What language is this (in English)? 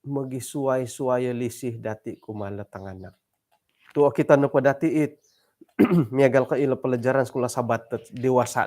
Central Dusun